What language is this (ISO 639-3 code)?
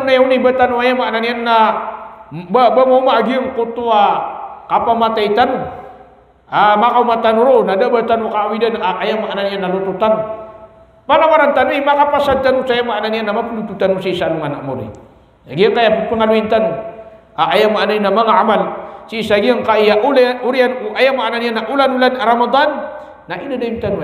mrw